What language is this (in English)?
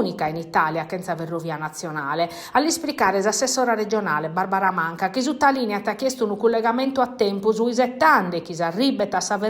Sardinian